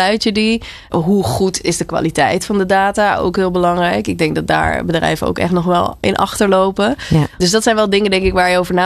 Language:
Dutch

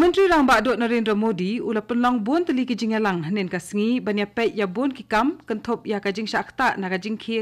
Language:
Khasi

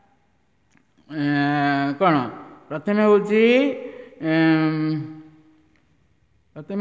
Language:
Odia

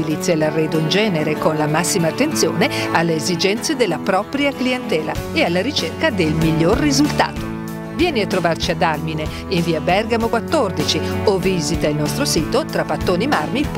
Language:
Italian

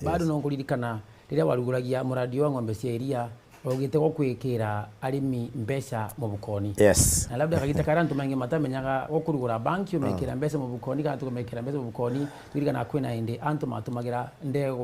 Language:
Meru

